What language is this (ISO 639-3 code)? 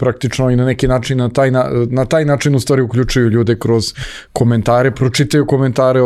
srp